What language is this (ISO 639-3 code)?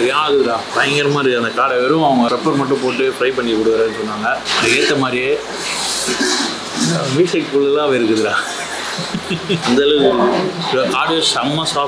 tam